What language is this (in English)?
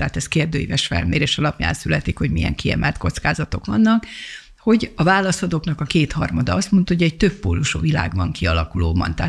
Hungarian